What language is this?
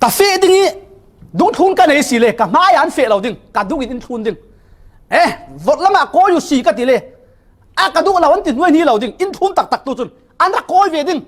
Falam Chin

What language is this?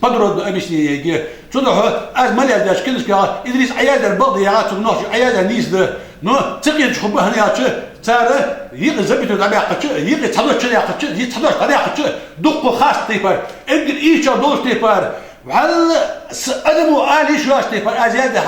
Ingush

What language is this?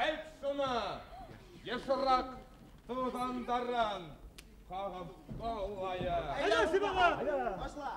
Bashkir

